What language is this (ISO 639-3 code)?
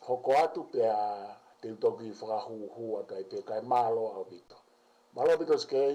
ton